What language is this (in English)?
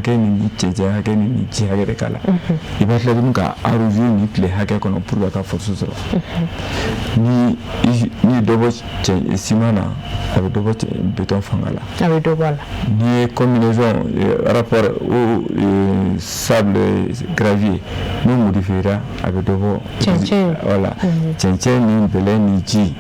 Bambara